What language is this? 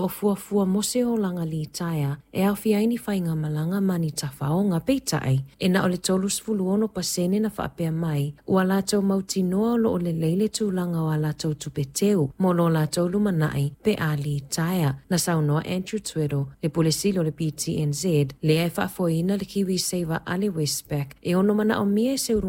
Samoan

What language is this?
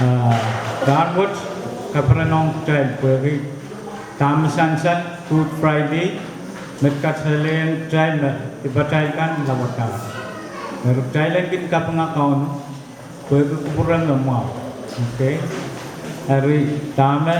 Pohnpeian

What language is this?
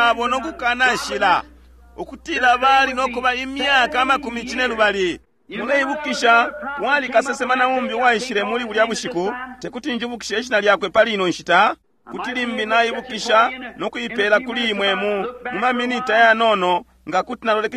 Bemba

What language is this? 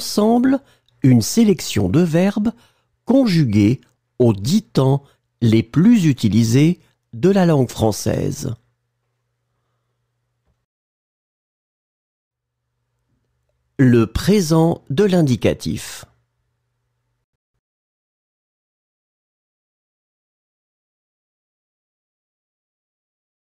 French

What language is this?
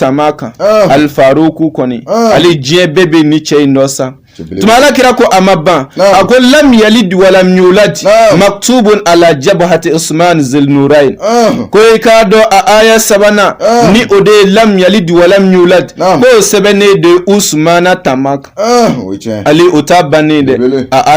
Bambara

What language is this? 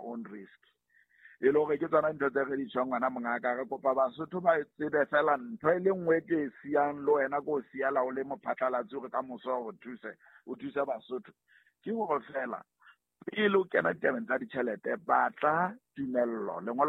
Southern Sotho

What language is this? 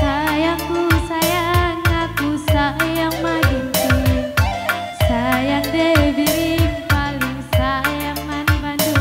Batak Karo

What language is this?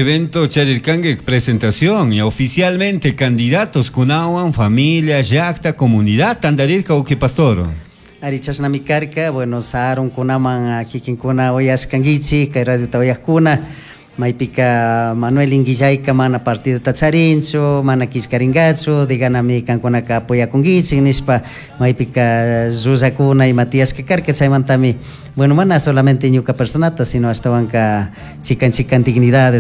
Chimborazo Highland Quichua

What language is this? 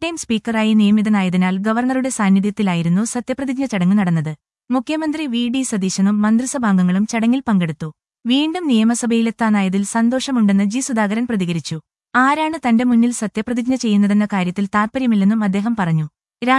Malayalam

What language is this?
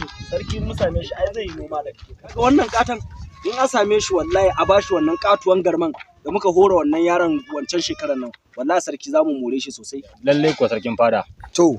Hausa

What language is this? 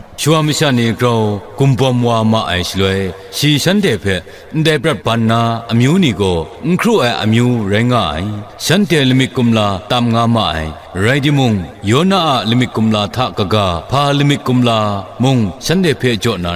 Kachin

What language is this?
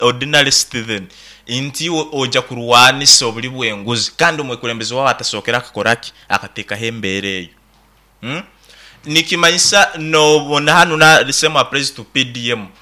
Nyoro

